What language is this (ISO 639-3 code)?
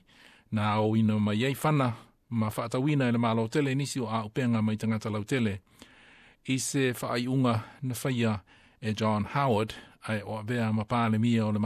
smo